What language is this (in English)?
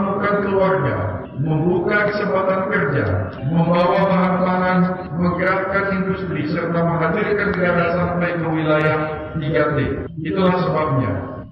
Indonesian